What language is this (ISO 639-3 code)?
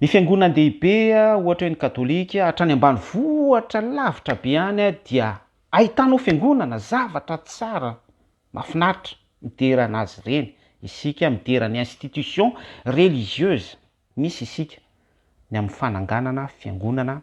mlg